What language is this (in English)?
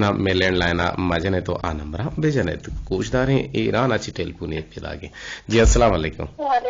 Eastern Balochi